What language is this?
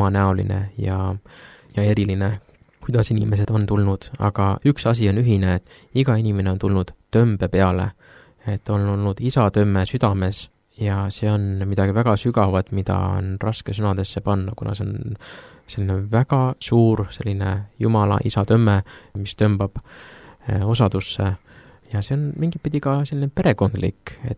Estonian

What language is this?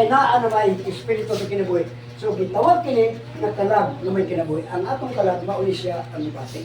Cebuano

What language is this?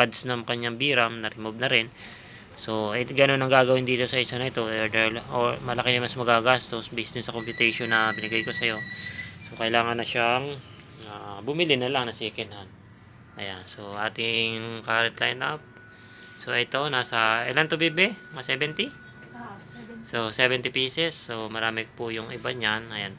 Filipino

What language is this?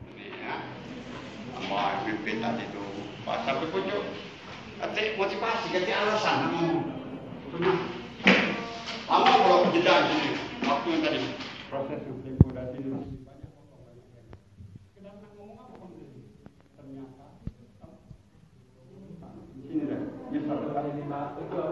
Indonesian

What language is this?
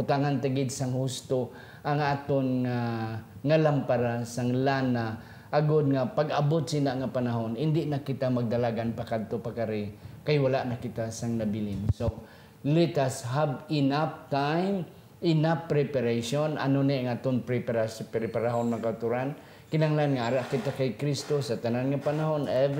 Hiligaynon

